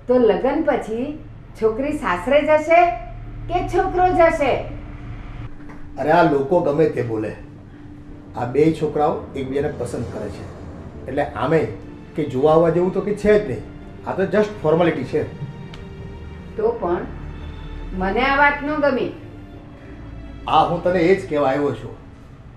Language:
Gujarati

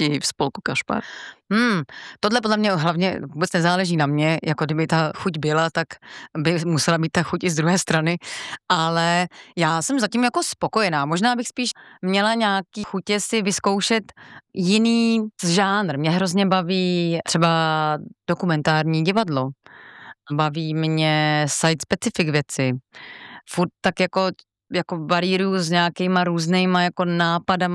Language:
Czech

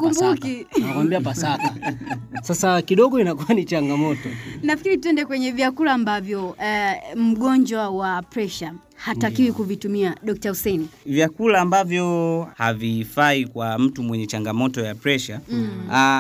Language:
Swahili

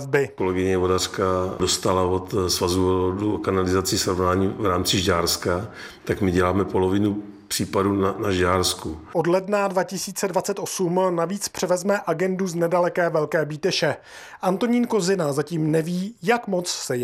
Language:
Czech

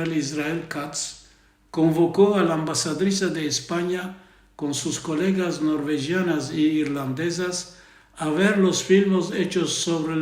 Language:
Ladino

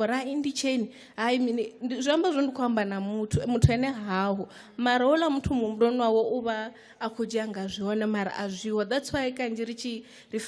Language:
Venda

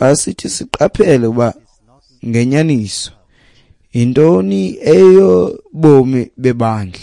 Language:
Xhosa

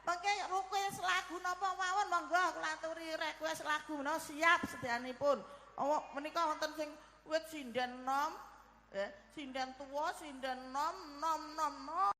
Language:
Javanese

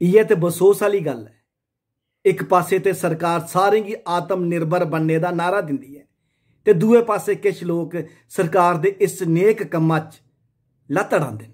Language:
Dogri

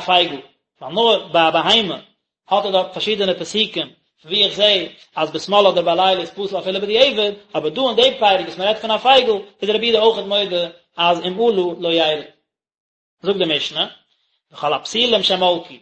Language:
Yiddish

